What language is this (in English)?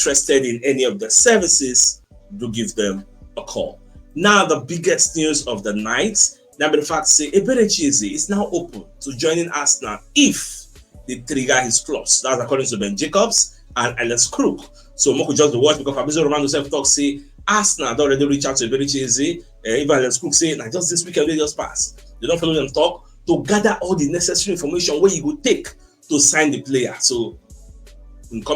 Nigerian Pidgin